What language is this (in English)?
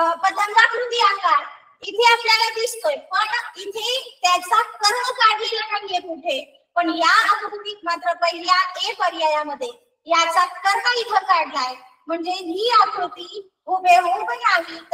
Marathi